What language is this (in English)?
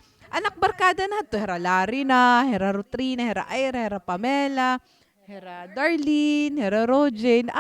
Waray